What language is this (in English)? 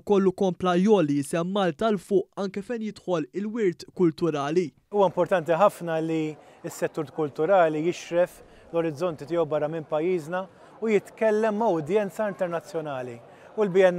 Maltese